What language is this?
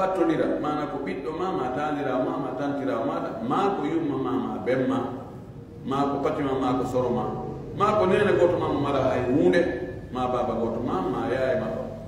Pular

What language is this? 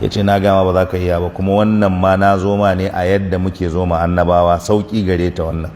Hausa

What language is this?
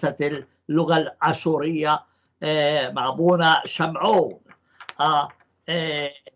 North Levantine Arabic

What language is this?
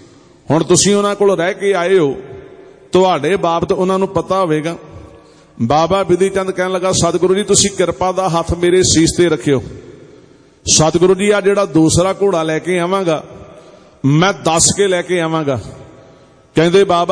Punjabi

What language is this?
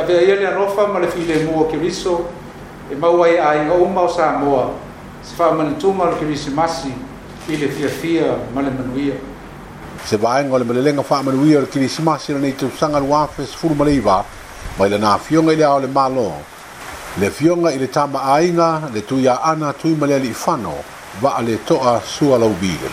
Samoan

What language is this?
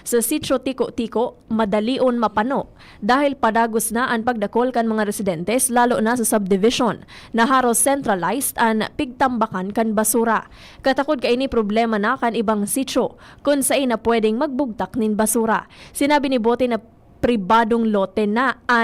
Bikol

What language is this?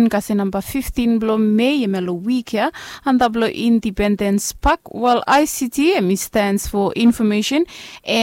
Bislama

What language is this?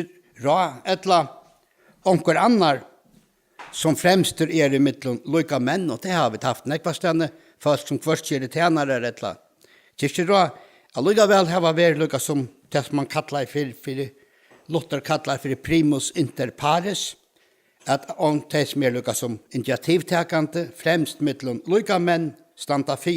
Faroese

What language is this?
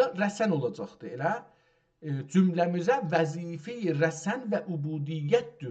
South Azerbaijani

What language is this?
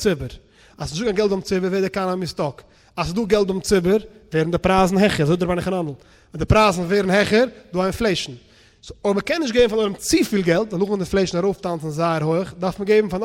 Yiddish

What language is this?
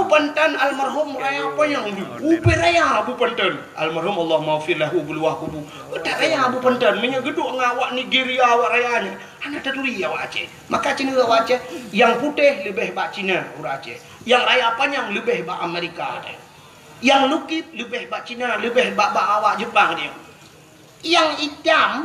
Achinese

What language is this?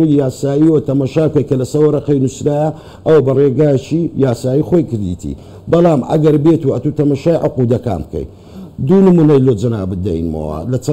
Central Kurdish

